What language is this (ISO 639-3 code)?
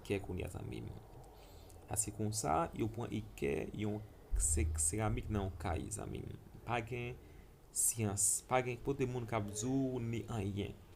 hat